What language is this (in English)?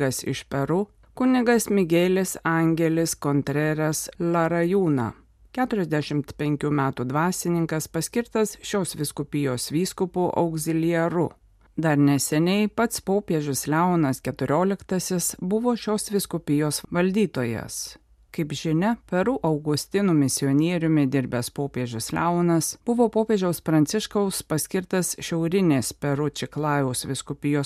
Lithuanian